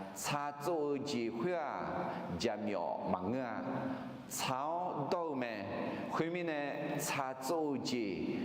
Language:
Akha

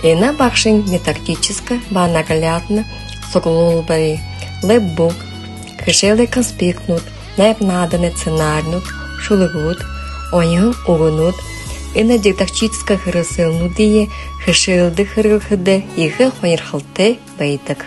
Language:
Buriat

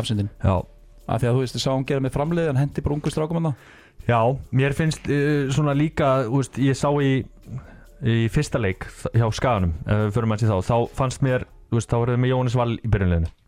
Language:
Icelandic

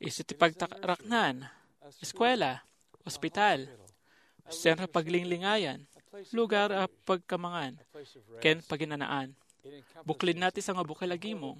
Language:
Iloko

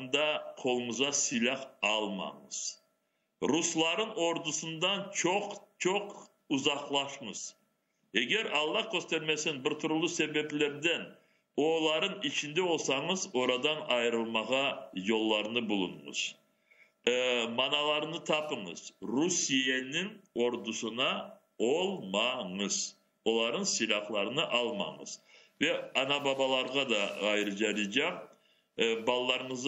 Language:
Crimean Tatar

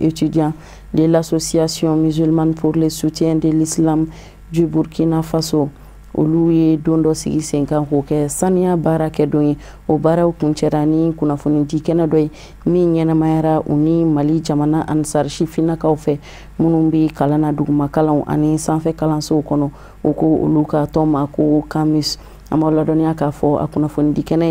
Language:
Bambara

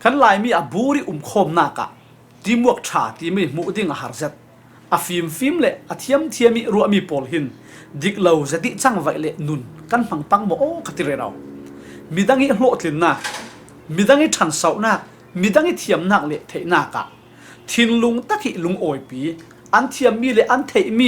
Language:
Falam Chin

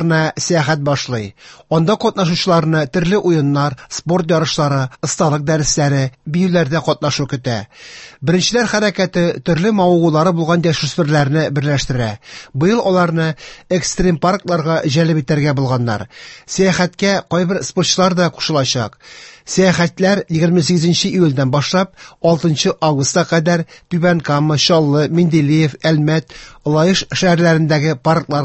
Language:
Tatar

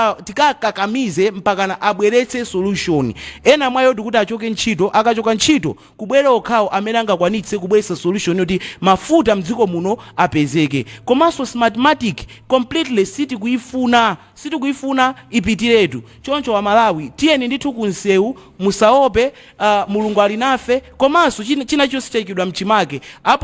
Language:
Nyanja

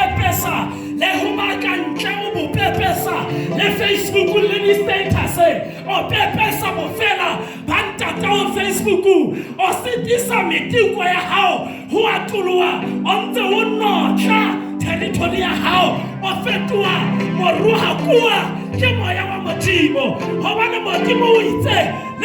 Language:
Southern Sotho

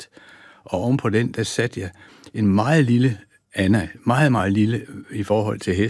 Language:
Danish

